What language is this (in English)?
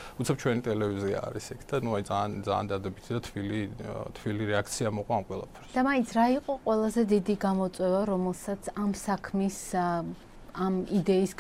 Georgian